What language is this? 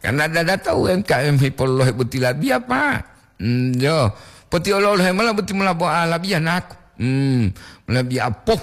Gorontalo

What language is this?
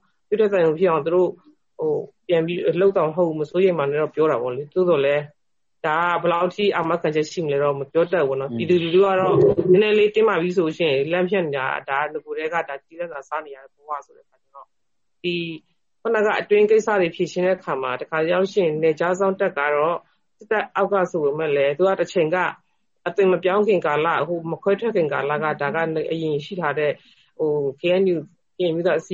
Burmese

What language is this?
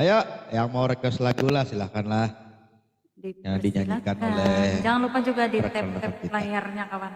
Banjar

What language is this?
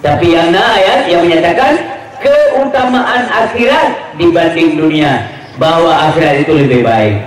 Achinese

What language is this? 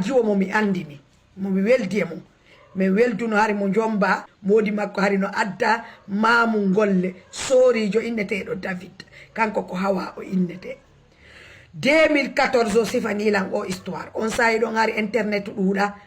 Fula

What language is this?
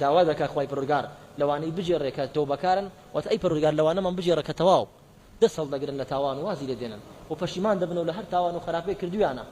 Central Kurdish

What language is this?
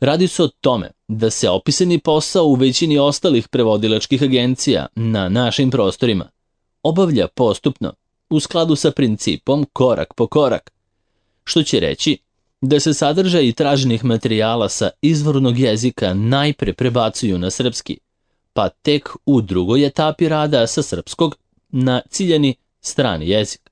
Serbian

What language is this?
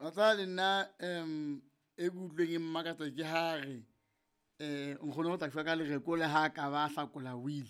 Southern Sotho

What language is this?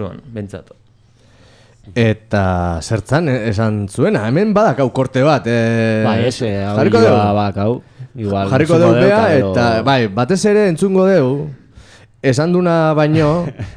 Basque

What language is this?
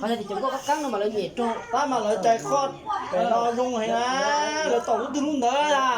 Hmong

